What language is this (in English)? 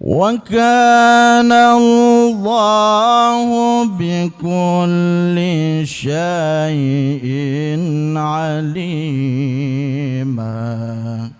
Achinese